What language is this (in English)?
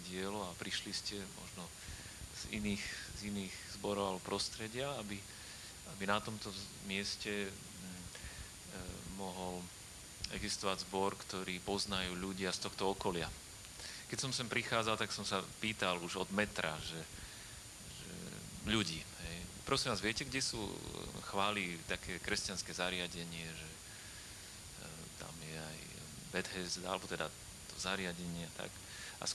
Slovak